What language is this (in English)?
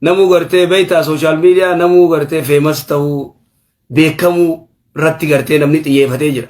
Oromo